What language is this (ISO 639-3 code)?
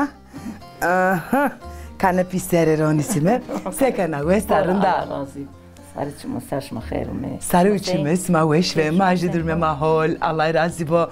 zza